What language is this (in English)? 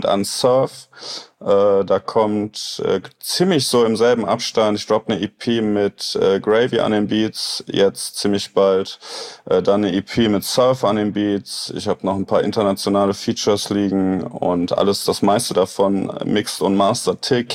German